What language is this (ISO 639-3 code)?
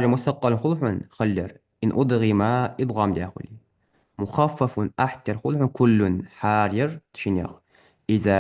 inh